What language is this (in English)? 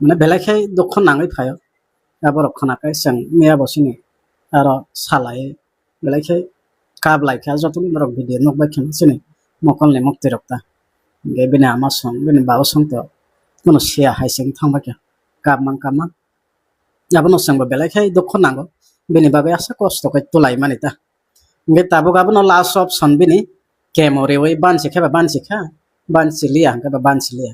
Kok Borok